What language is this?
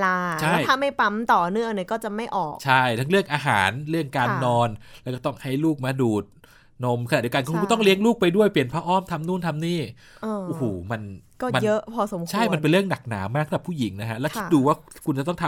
Thai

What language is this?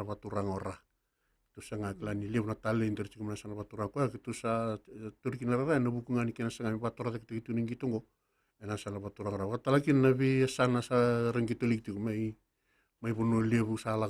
Fijian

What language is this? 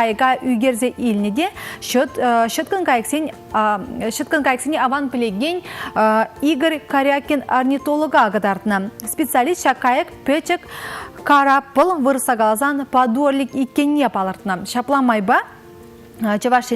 Chuvash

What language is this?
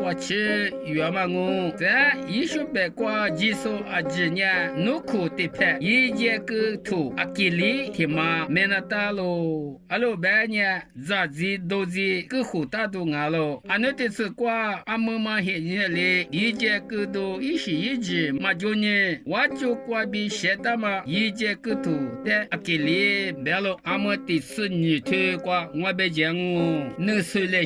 Lisu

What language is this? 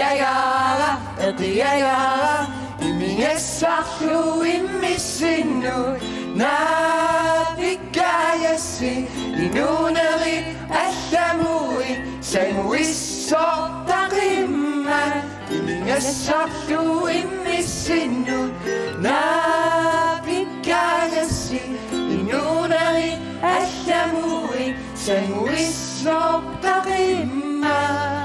Kalaallisut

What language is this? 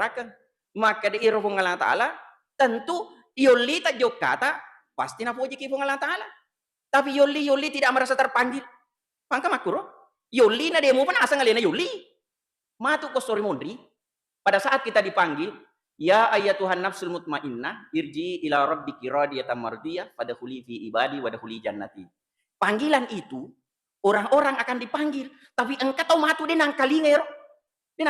Buginese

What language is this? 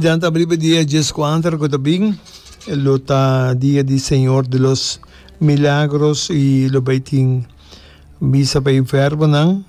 Papiamento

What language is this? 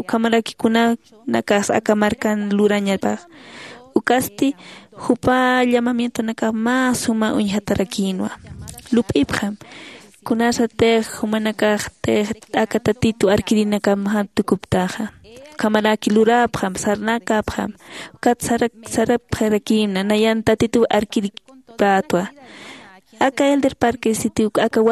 Aymara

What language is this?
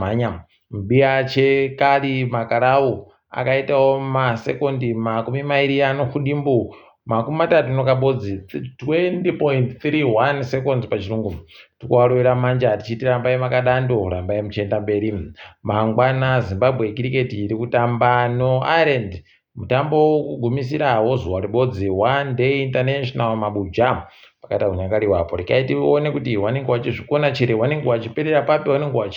Ndau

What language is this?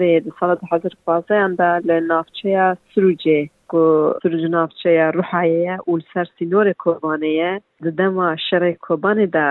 Kurdish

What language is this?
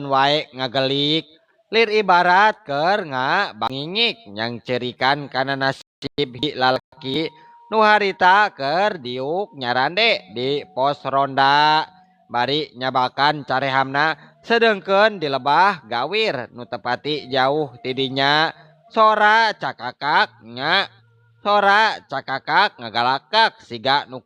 Sundanese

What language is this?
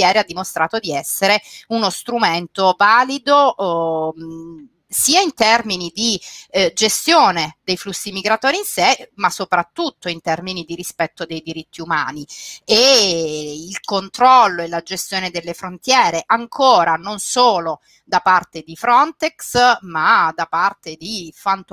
Italian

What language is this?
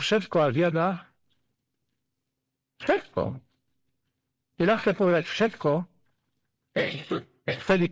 Slovak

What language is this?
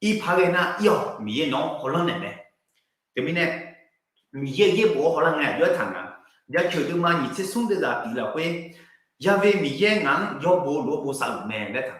Akha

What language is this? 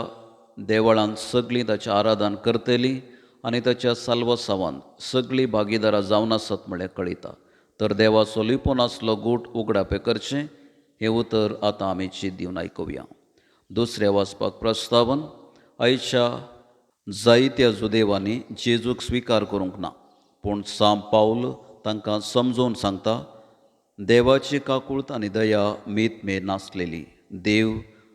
Konkani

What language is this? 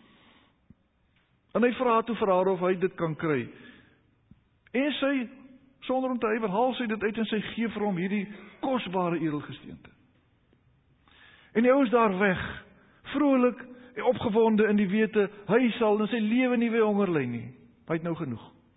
Afrikaans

